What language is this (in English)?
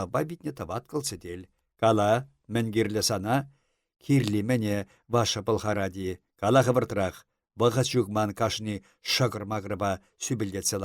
Chuvash